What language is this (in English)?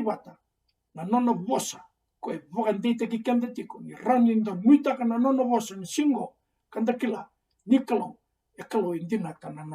Fijian